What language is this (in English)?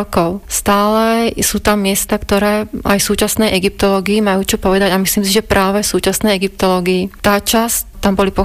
Slovak